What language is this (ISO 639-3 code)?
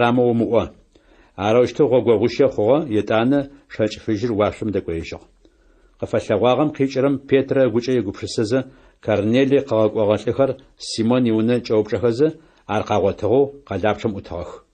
ady